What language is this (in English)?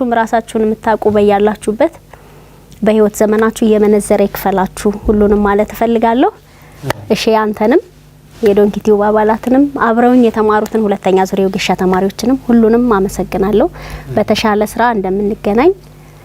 Amharic